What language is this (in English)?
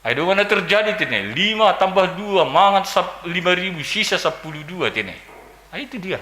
Batak Simalungun